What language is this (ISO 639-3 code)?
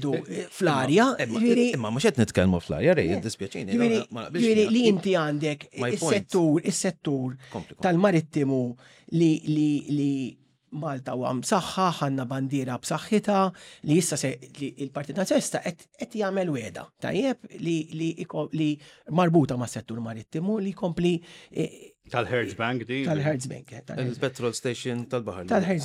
mlt